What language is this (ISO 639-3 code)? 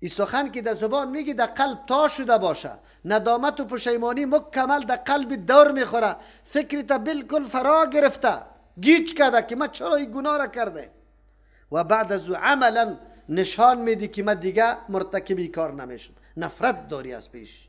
fas